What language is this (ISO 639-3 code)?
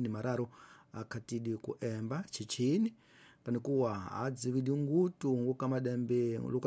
tso